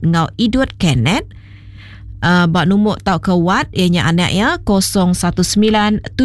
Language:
Iban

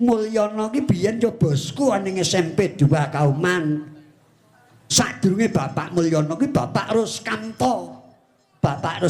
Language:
Javanese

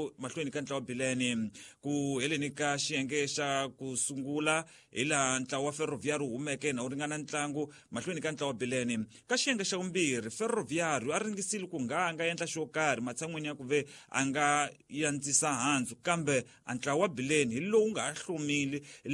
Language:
Tsonga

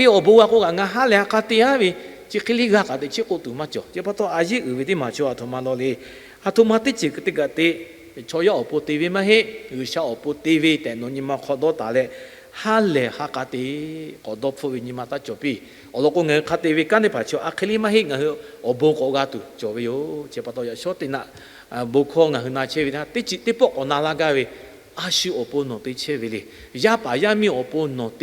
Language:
Lahu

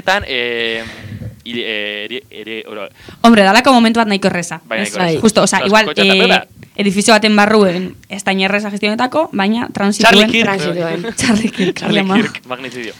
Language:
Basque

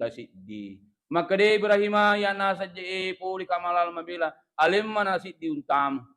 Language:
Buginese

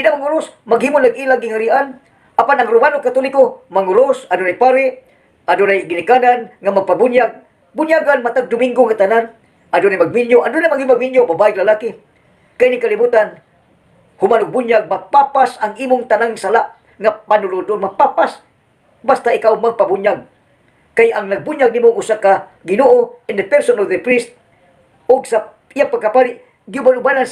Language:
Cebuano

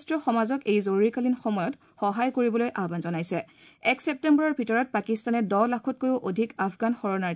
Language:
Assamese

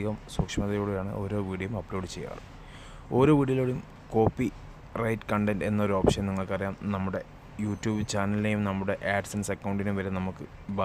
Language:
Malayalam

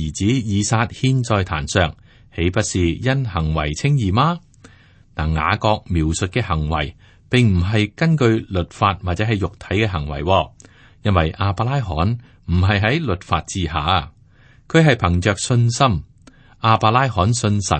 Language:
Cantonese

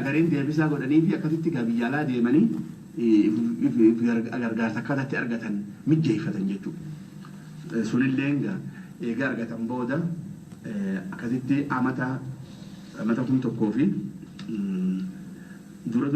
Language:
Oromo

